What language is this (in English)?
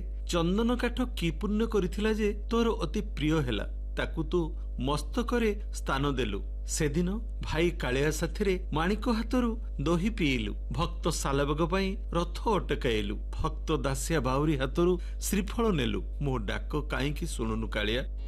Odia